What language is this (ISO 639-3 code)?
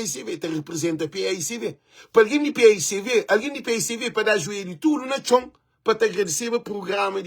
kea